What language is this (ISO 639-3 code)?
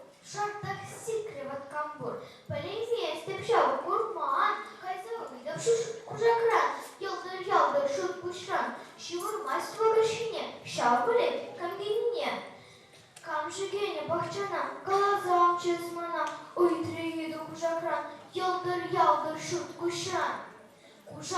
chv